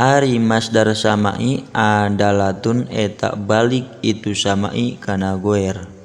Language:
Sundanese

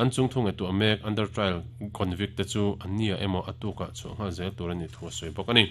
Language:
Mizo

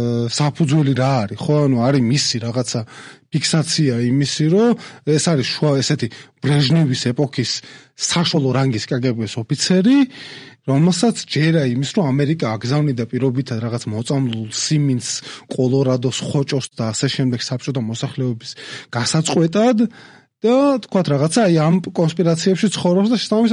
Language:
Georgian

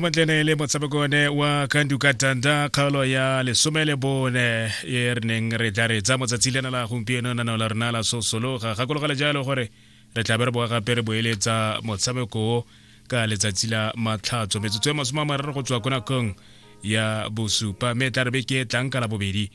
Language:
Tswana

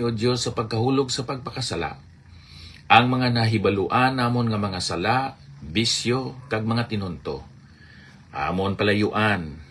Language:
Hiligaynon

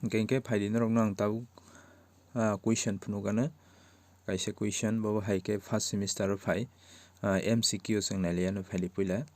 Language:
Kok Borok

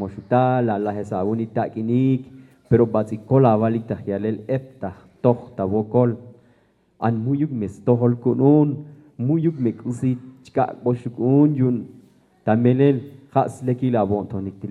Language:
Tzotzil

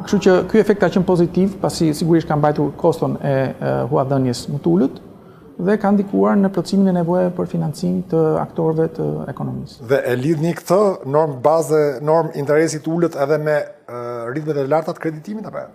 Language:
Albanian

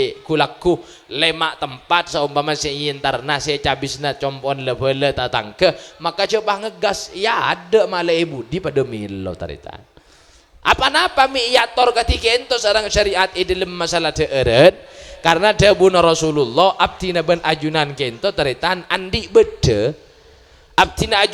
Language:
Madurese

